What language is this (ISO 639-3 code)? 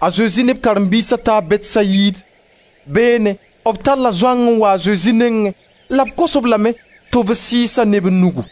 mos